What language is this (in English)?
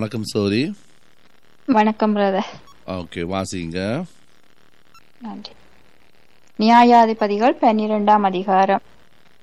Tamil